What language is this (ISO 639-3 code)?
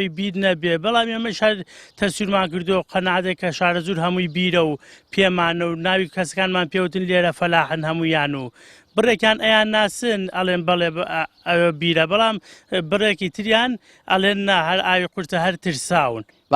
ckb